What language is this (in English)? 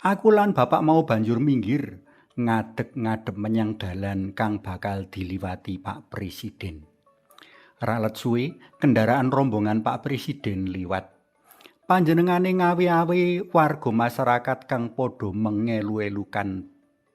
Javanese